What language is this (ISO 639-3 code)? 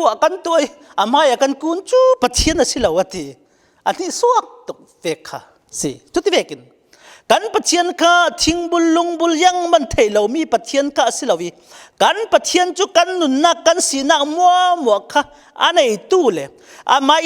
cfm